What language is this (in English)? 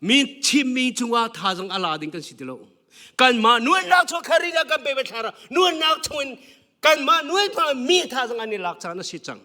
Hakha Chin